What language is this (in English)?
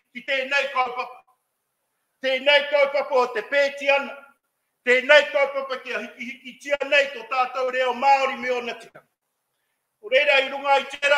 Māori